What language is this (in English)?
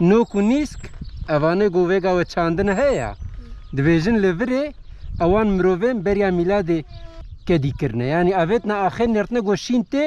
Kurdish